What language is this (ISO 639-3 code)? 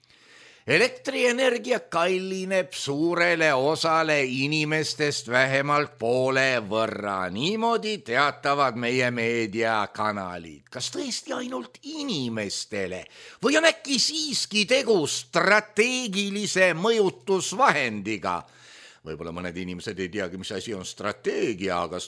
est